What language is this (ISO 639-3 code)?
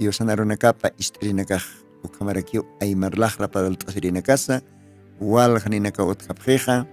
aym